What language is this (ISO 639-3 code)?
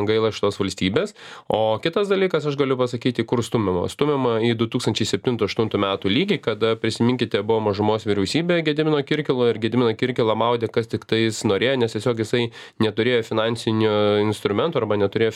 lit